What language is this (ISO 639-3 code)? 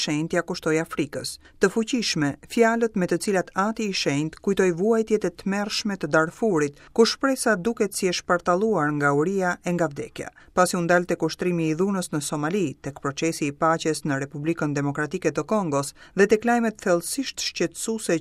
sqi